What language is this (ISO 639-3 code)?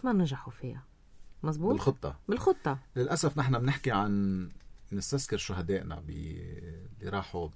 apc